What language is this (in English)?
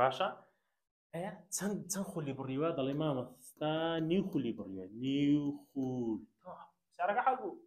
Central Kurdish